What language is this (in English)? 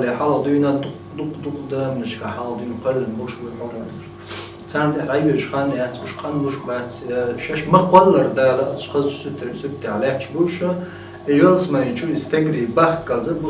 Chechen